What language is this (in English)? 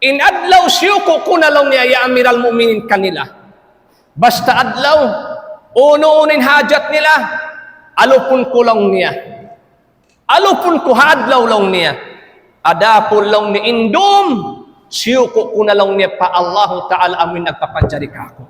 Tausug